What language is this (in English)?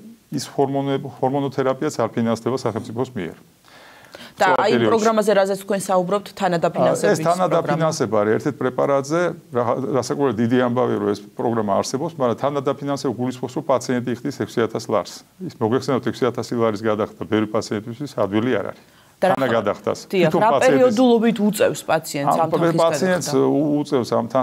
Georgian